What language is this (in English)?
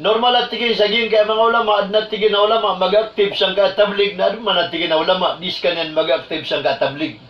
Maranao